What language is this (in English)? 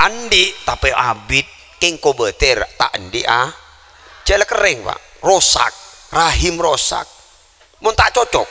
Madurese